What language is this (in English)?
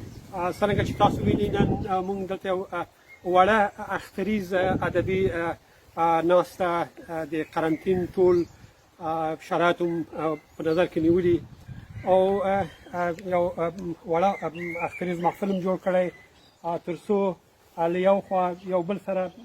Pashto